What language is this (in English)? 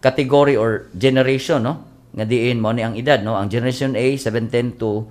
Cebuano